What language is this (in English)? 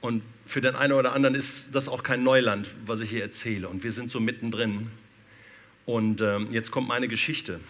Swiss German